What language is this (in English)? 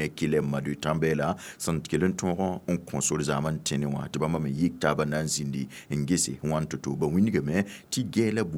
Mossi